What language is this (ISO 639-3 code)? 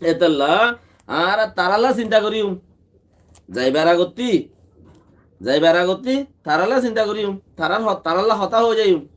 rhg